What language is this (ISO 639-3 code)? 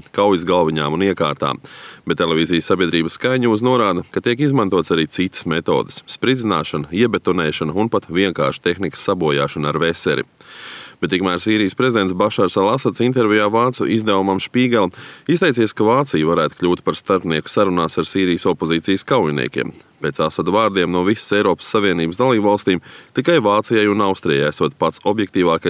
lav